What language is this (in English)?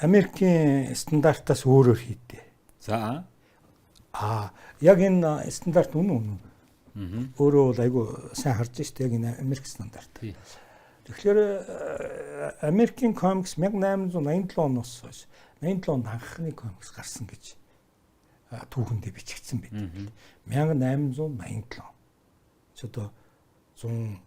Mongolian